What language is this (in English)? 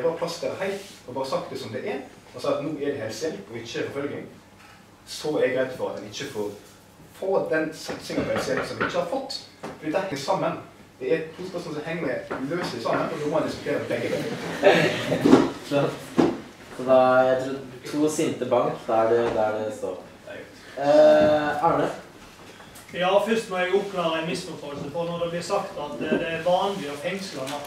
Norwegian